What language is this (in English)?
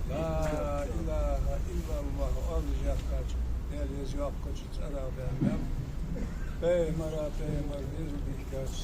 Ingush